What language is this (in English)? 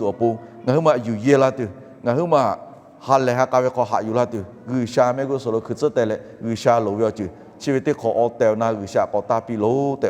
Lahu